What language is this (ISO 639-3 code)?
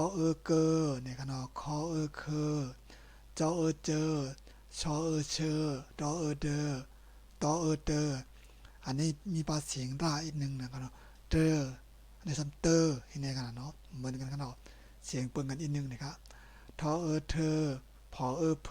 shn